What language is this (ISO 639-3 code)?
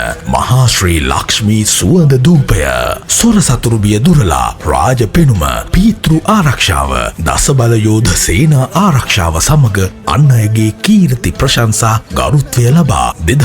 sin